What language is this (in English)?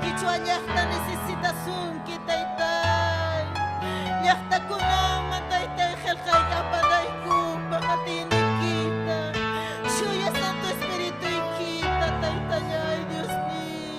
Ayacucho Quechua